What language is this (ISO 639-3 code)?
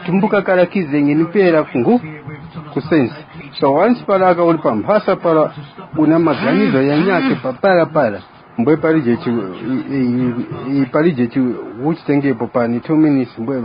tum